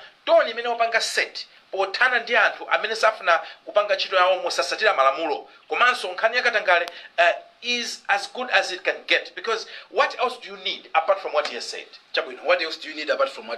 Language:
Nyanja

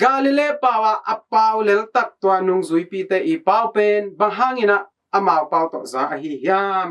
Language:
Tedim Chin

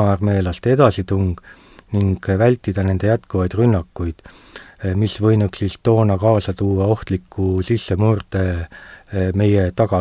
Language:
Estonian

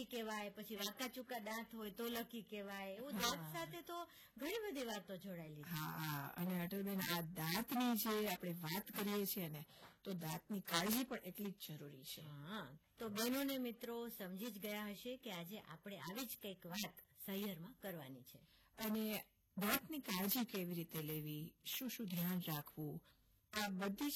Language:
Gujarati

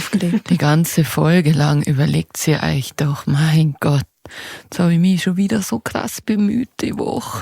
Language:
Bavarian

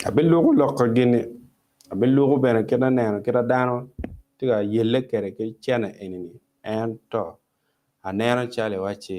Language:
Acoli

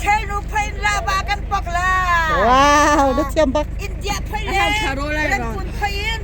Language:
Hakha Chin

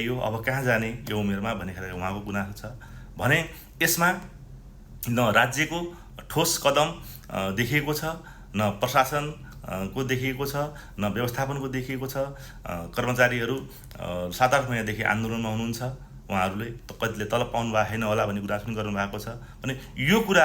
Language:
Nepali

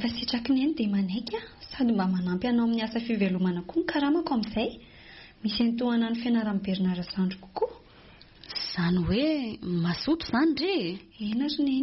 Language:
Malagasy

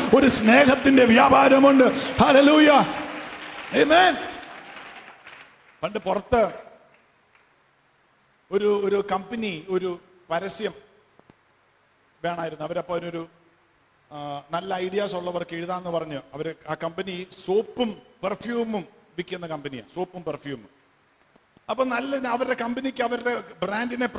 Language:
Malayalam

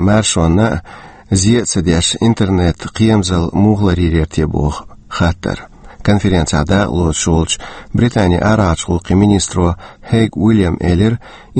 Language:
Chechen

